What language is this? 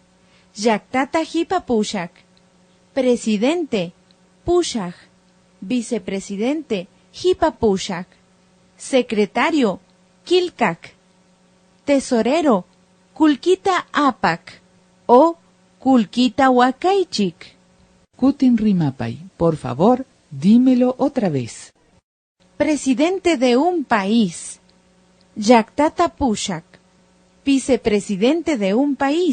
Imbabura Highland Quichua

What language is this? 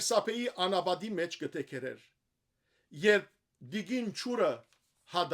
Western Armenian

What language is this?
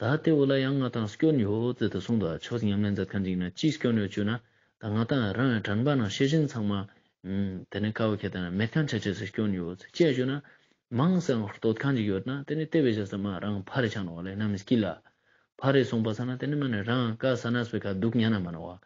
Ladakhi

